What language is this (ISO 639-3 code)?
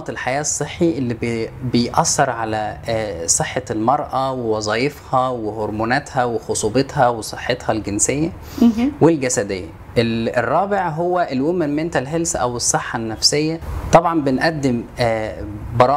arz